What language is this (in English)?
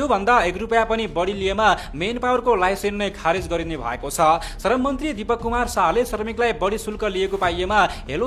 Nepali